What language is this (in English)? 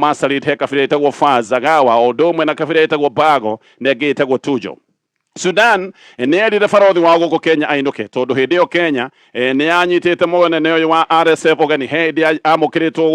Kikuyu